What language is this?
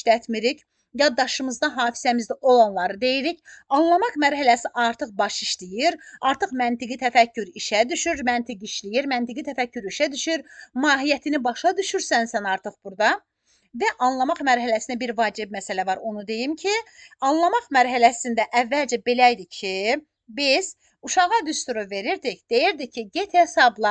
Azerbaijani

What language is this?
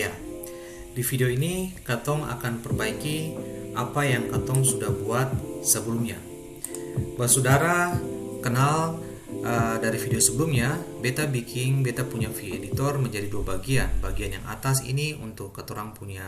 Ambonese Malay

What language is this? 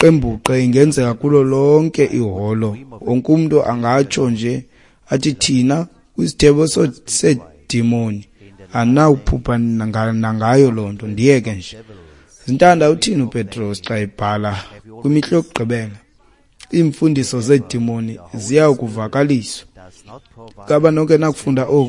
Xhosa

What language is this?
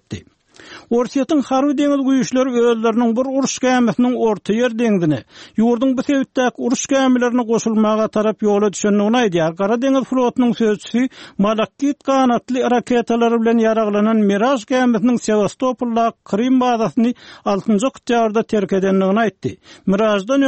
Turkmen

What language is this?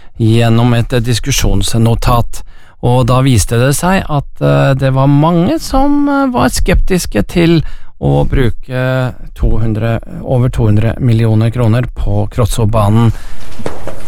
Norwegian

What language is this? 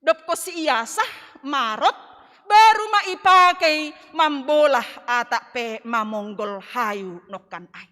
Batak Simalungun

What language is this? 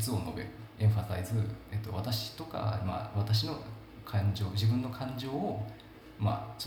Japanese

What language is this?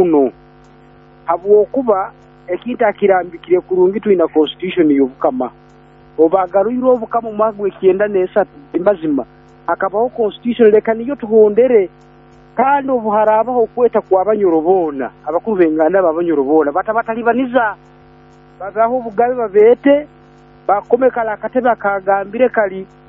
Nyoro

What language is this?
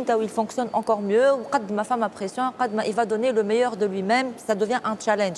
Tunisian Arabic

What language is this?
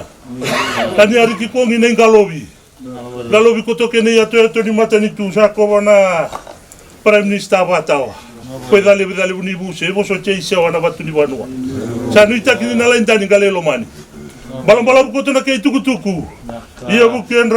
Fijian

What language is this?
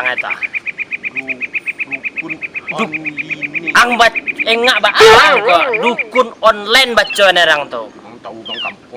Minangkabau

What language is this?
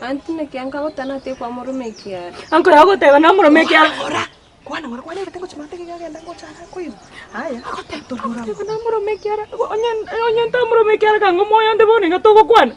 Gusii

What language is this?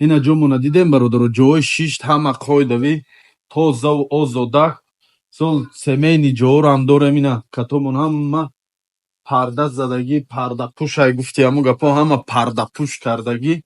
Tajik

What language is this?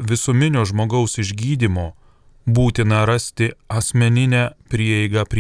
Lithuanian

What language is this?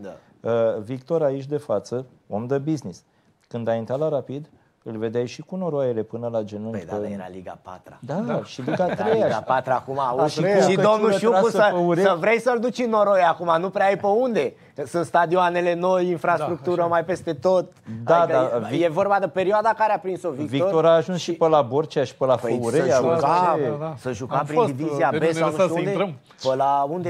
Romanian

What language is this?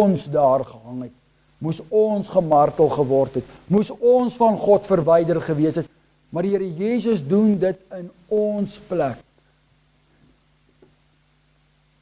Afrikaans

